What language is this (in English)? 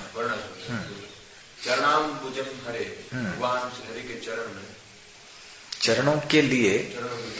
Hindi